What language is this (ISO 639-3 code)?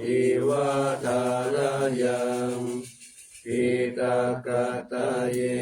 pli